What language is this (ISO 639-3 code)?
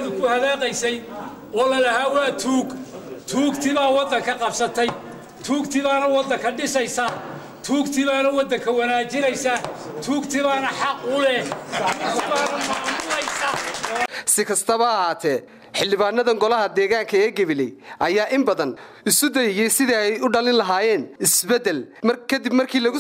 som